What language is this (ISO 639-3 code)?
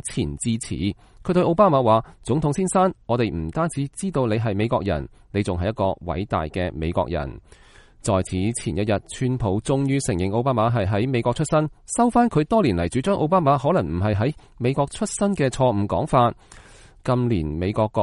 yue